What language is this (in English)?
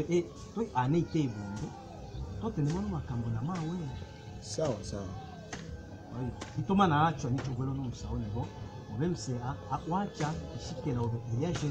Swahili